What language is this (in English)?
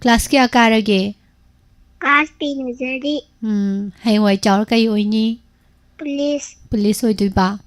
Manipuri